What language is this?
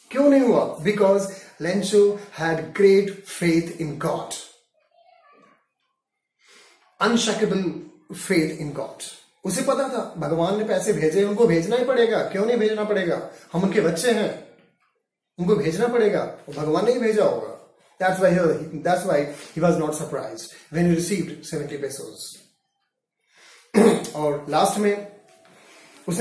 Hindi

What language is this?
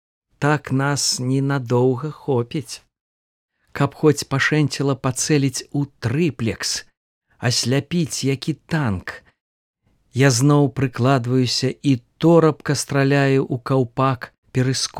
Belarusian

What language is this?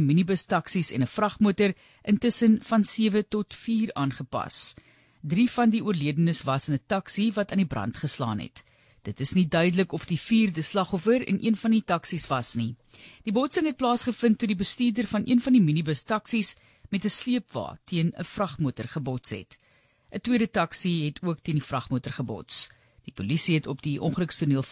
Afrikaans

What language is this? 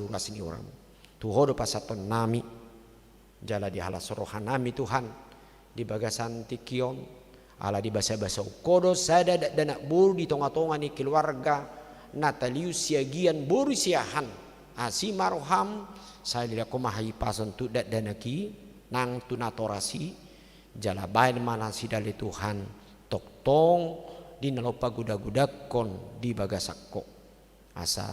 Batak Toba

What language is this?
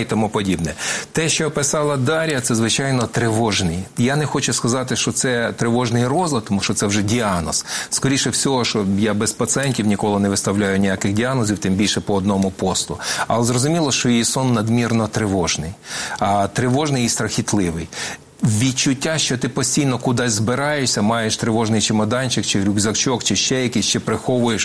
Ukrainian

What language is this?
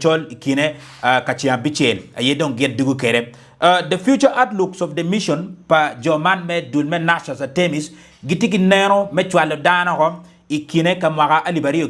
Acoli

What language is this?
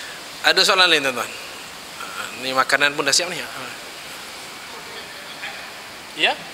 Malay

